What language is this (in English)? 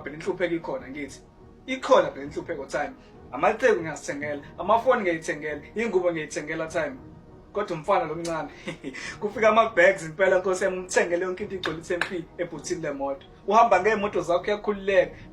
Zulu